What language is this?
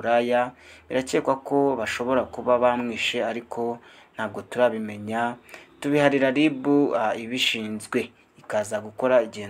Kinyarwanda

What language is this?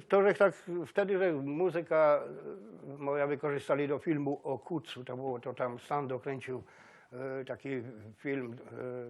Silesian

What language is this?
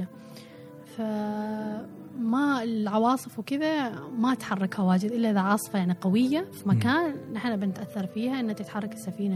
Gulf Arabic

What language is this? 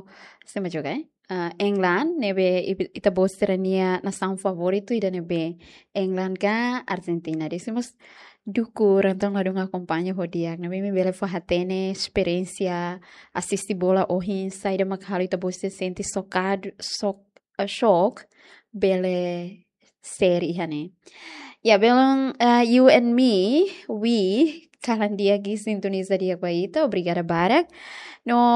Tetum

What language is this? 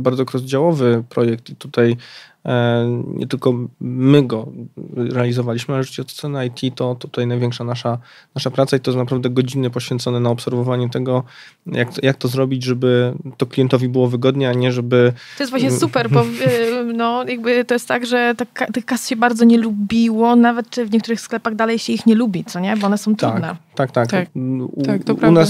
Polish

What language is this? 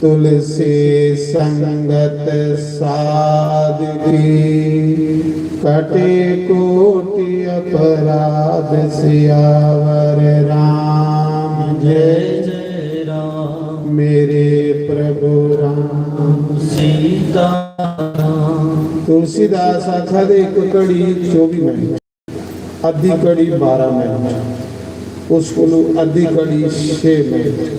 Dogri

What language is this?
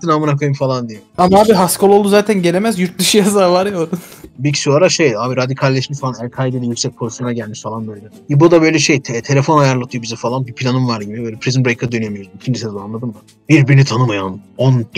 Turkish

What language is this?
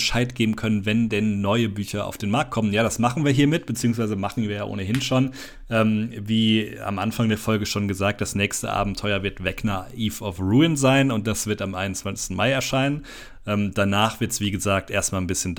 German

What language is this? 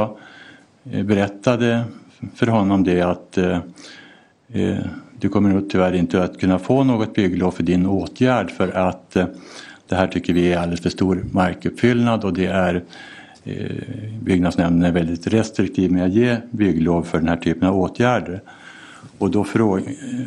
Swedish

